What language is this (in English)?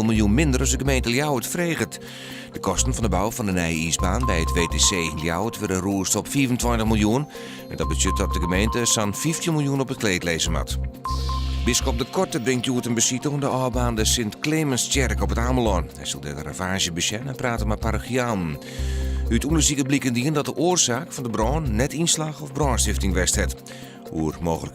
Western Frisian